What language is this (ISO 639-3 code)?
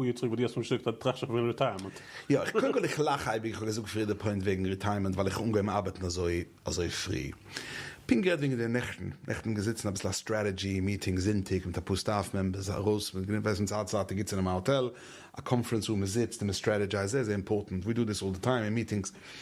yid